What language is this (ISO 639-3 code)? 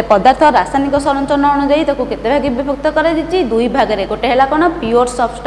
ori